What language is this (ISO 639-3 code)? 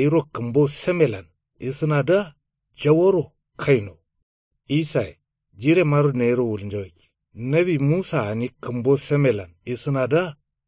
kau